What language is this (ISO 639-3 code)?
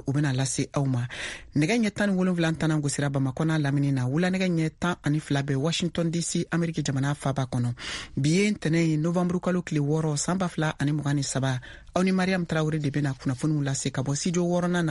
bam